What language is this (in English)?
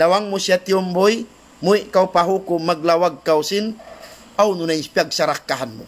Tausug